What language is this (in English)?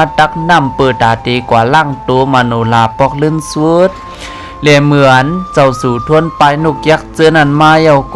Shan